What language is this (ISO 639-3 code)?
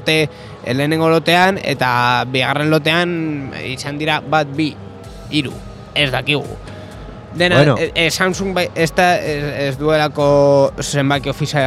eus